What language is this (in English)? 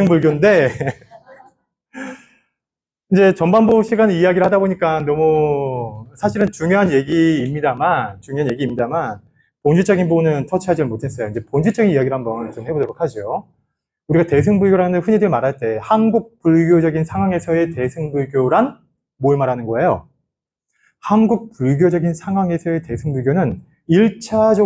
Korean